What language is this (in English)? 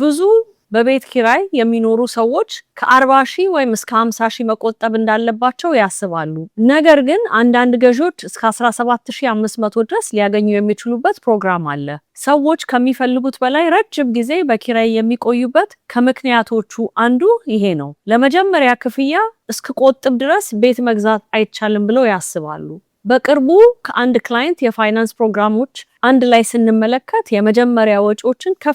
Amharic